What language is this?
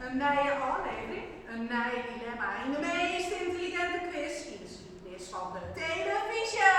Western Frisian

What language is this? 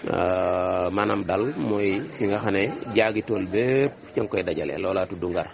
Wolof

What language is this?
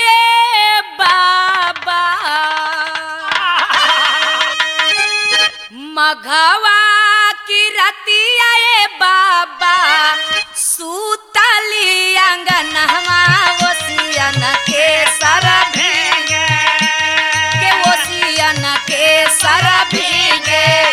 Bhojpuri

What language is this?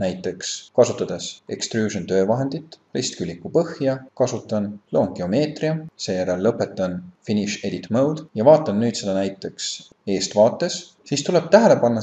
Estonian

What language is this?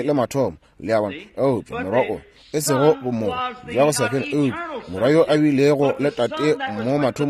Northern Sotho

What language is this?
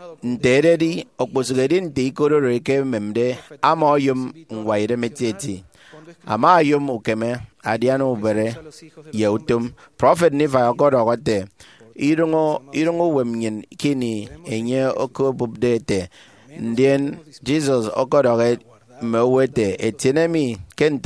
Efik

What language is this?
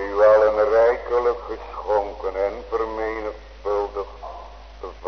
Dutch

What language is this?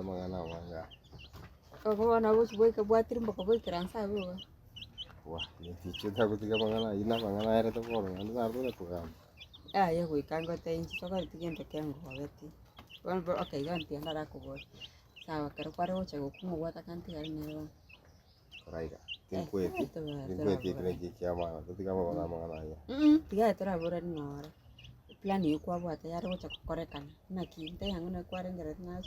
Gusii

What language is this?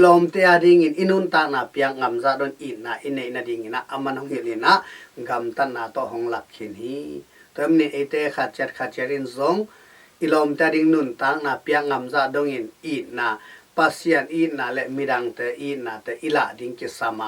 Tedim Chin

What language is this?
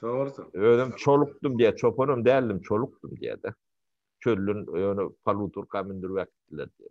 Turkmen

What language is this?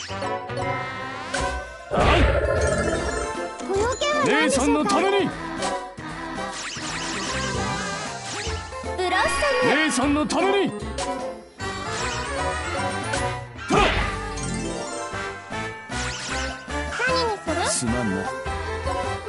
Japanese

